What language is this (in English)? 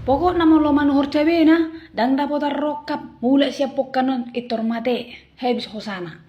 Batak Toba